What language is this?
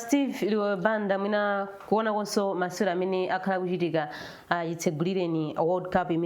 Nyanja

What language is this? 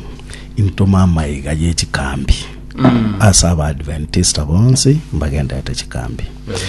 Gusii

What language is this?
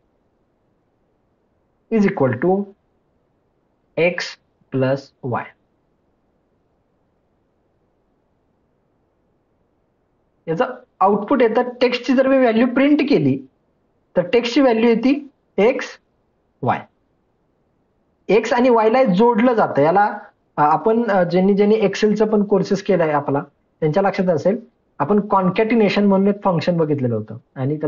Marathi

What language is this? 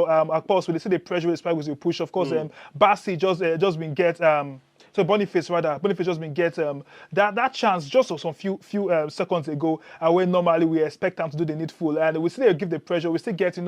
Nigerian Pidgin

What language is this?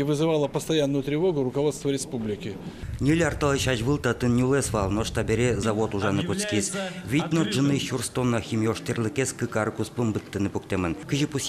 Udmurt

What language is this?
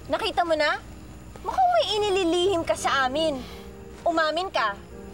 Filipino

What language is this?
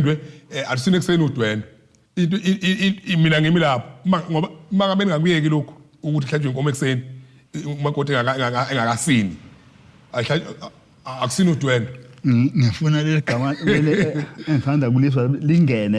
Zulu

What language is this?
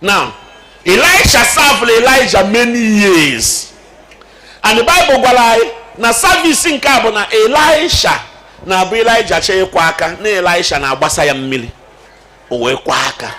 Igbo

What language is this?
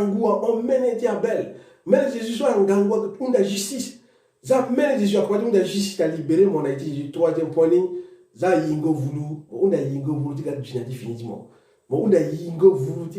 Sango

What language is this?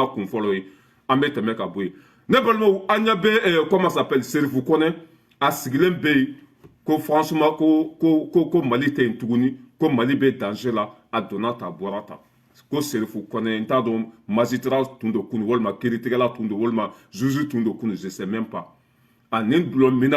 Bambara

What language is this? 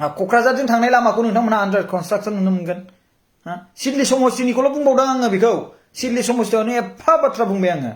Bodo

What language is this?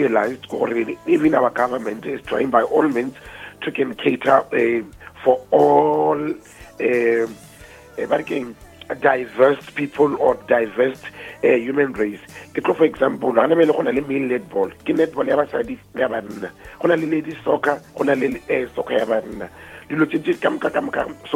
Northern Sotho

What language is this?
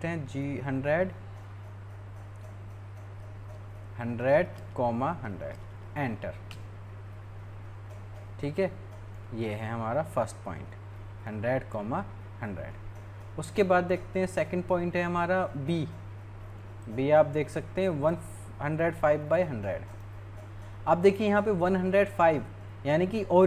Hindi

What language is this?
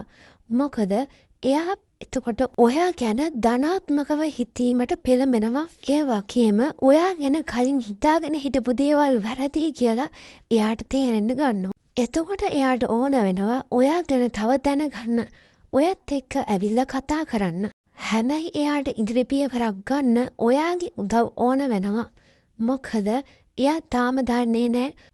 Sinhala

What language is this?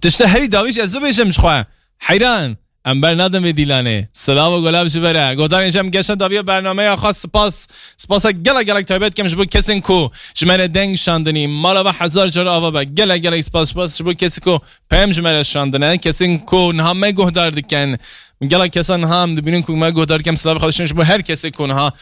Kurdish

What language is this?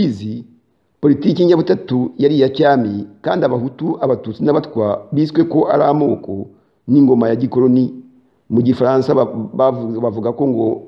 Kinyarwanda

